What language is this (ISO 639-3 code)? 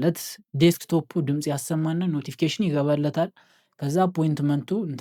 amh